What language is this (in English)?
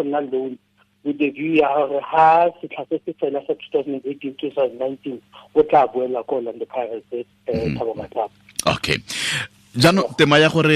Tswana